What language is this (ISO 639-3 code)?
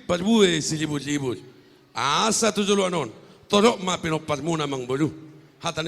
bbc